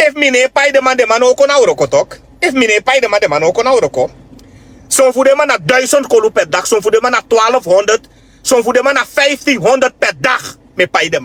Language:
Sranan Tongo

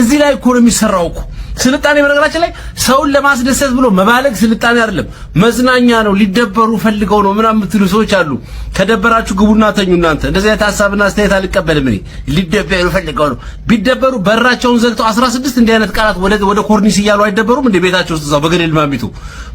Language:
Amharic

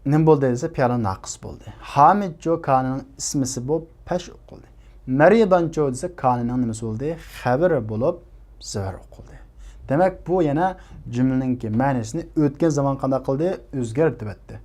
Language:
Uyghur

